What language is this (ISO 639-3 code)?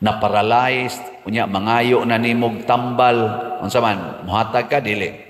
ceb